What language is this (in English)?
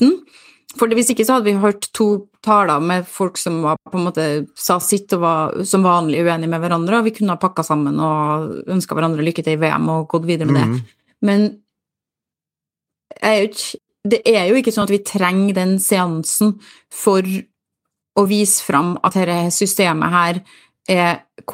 Norwegian